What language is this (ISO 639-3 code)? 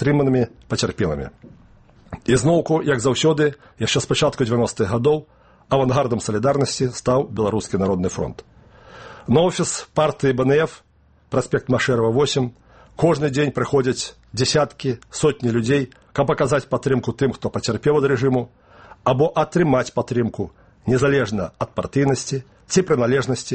bel